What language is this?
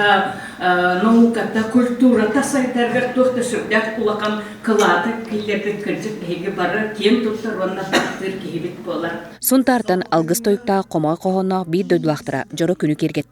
Yakut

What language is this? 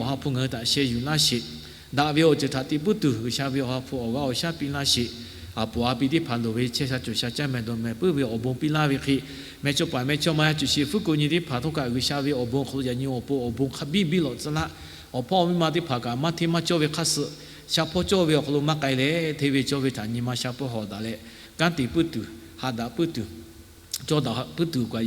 Lahu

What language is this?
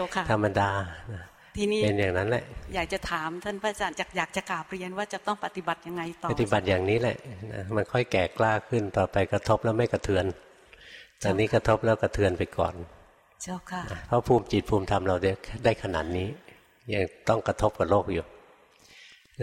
Thai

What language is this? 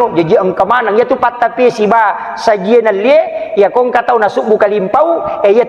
Buginese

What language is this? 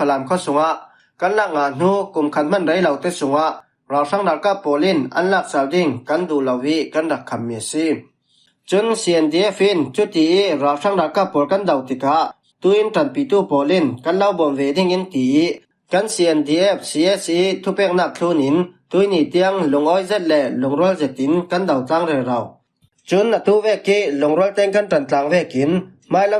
Falam Chin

